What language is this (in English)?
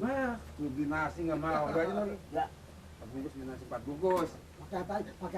Betawi